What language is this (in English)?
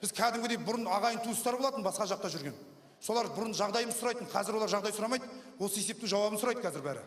Kazakh